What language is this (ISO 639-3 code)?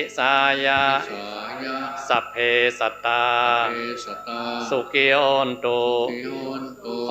pli